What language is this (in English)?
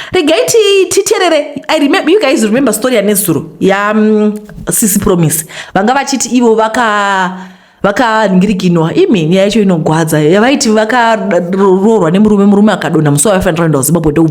Shona